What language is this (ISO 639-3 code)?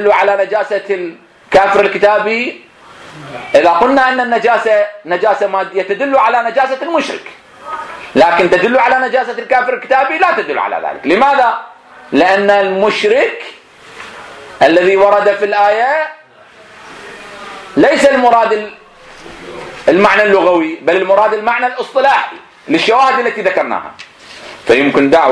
ara